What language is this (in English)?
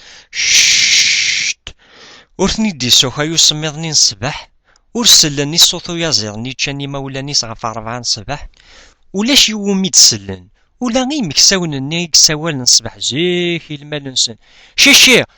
Kabyle